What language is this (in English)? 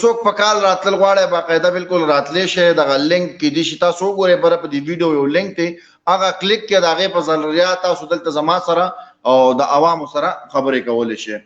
Pashto